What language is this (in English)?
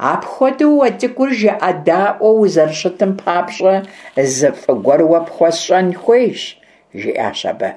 Kabardian